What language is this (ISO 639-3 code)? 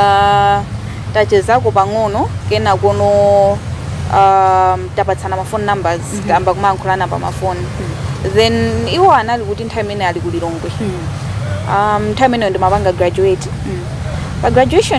nya